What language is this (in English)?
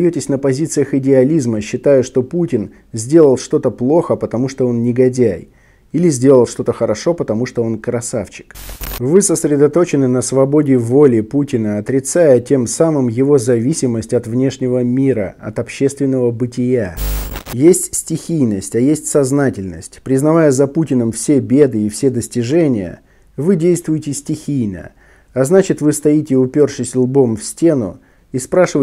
Russian